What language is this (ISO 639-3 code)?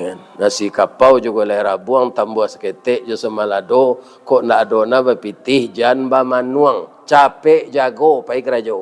min